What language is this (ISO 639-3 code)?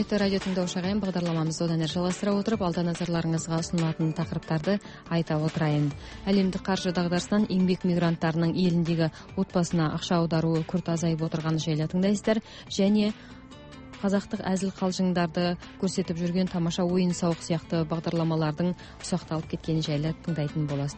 kaz